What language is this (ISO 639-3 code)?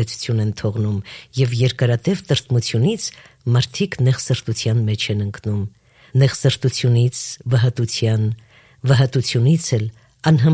hye